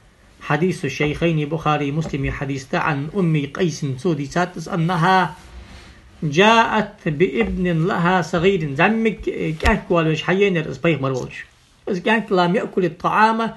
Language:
Ingush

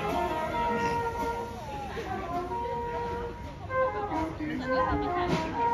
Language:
Swedish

